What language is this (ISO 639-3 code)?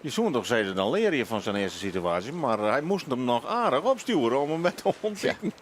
fry